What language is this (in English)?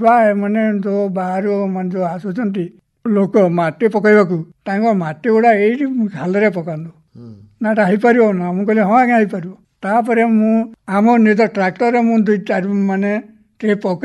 Odia